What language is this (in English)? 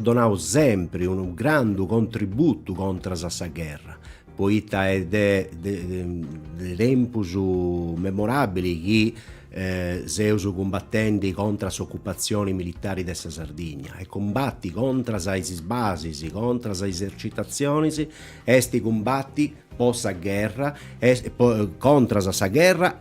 Sardinian